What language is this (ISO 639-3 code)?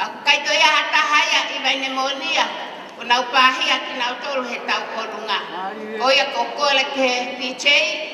ton